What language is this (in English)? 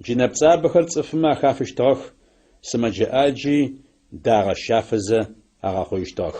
Adyghe